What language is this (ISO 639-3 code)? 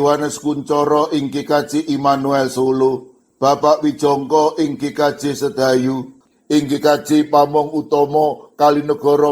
jav